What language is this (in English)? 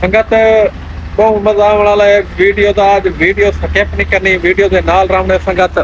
Saraiki